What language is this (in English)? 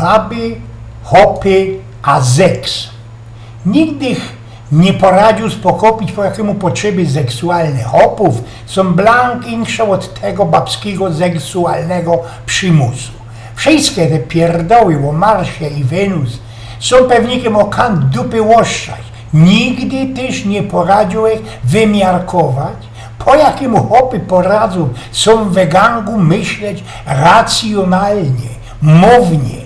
Silesian